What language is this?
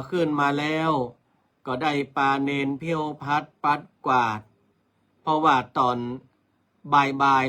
Northern Thai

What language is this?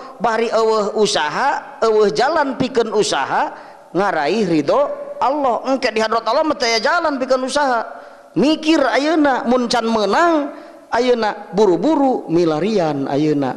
Sundanese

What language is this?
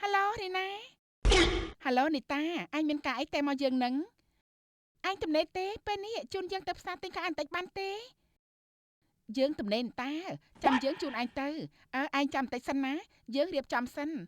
Khmer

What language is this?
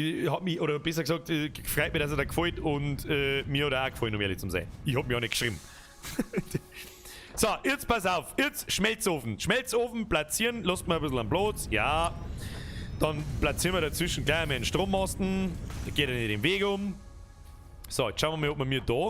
Bavarian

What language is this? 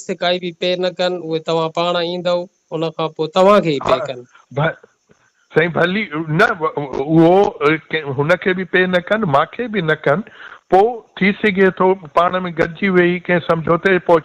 Sindhi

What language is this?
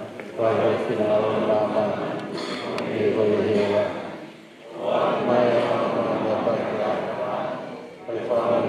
Tongan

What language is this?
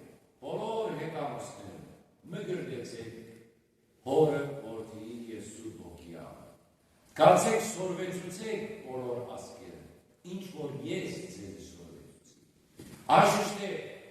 Western Armenian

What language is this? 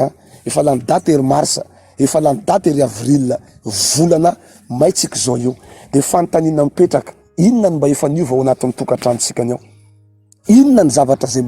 Malagasy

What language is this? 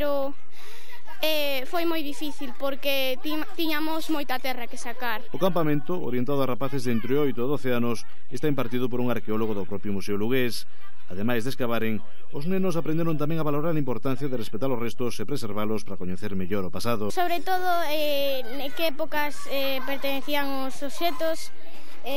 Galician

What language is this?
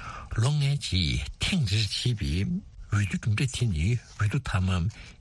Tibetan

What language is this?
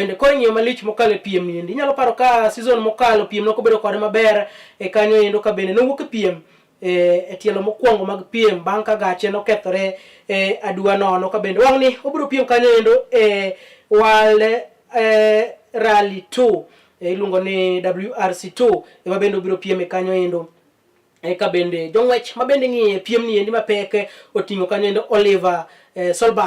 Luo (Kenya and Tanzania)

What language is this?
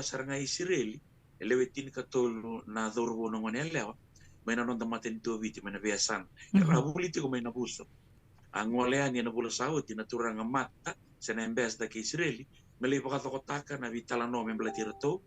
Fijian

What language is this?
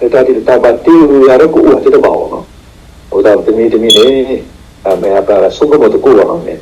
S'gaw Karen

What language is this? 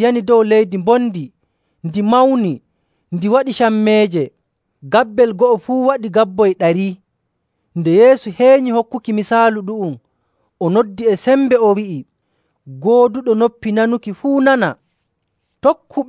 Nigerian Fulfulde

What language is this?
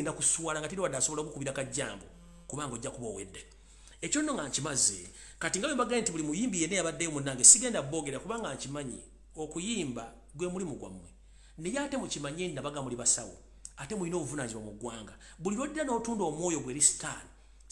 Ganda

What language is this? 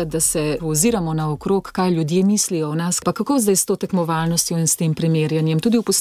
Slovenian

